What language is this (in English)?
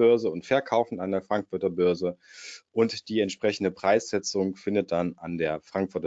German